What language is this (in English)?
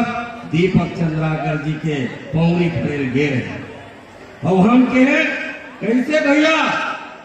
Chhattisgarhi